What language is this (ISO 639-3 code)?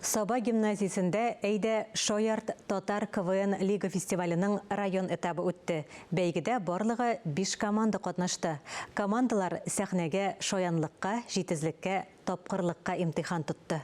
tat